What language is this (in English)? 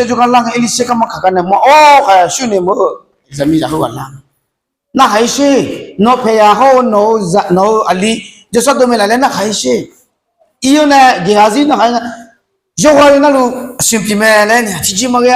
Akha